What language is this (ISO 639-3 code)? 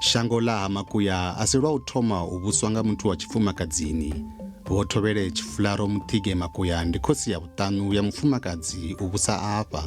ven